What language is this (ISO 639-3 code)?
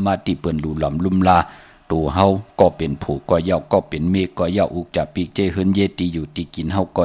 shn